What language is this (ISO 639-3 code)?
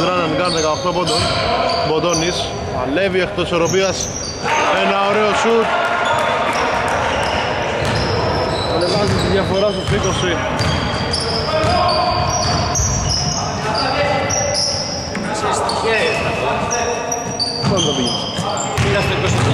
ell